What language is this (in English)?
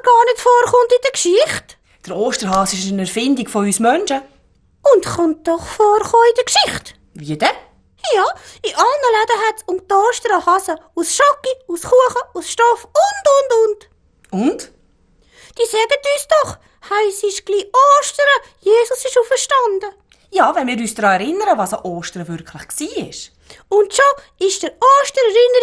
Swiss German